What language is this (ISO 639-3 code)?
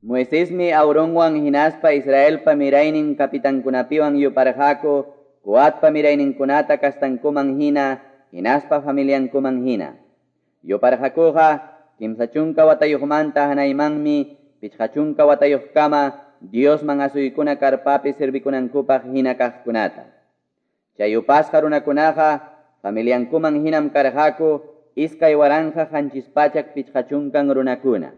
que